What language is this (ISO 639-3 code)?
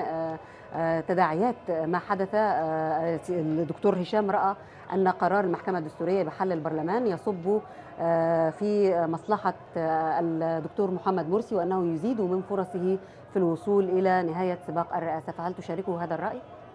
arz